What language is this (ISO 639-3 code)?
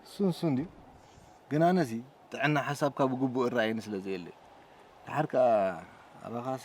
tir